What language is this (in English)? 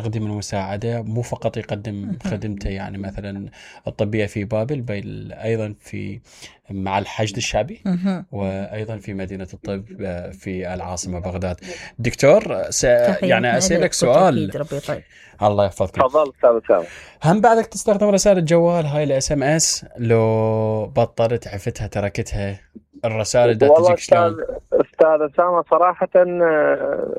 Mesopotamian Arabic